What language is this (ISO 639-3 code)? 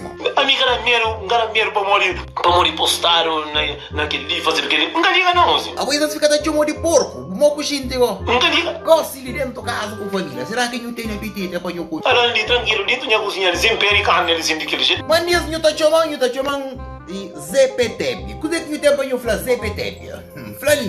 kea